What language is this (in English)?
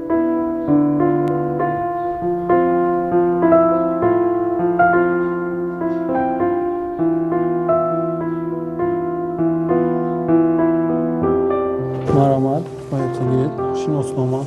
Tajik